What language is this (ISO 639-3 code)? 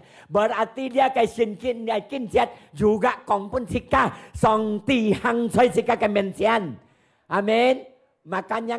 hak